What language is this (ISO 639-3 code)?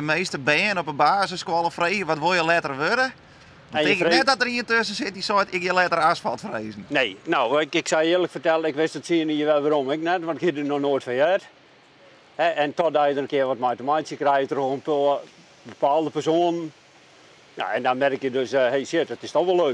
fry